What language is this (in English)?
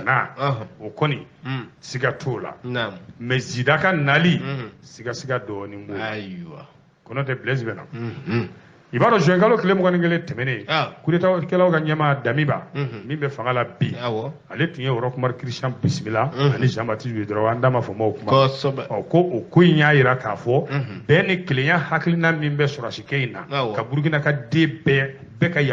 Bambara